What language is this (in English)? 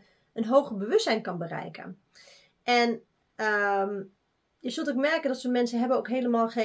Dutch